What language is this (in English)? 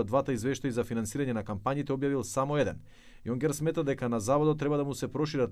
Macedonian